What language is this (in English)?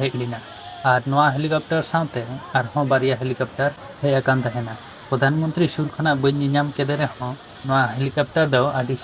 Santali